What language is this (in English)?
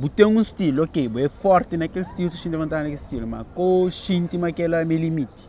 Kabuverdianu